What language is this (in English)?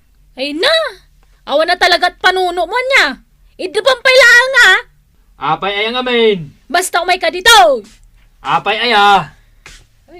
Iloko